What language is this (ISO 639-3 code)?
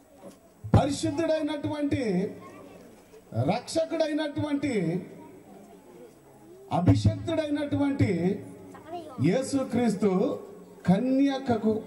tel